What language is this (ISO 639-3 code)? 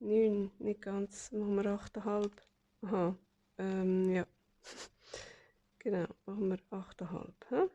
gsw